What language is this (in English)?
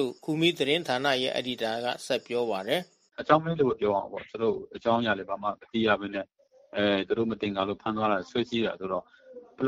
Burmese